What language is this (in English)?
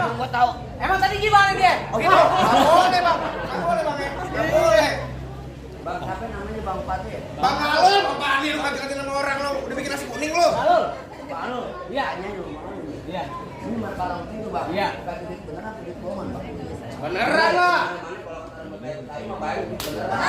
Betawi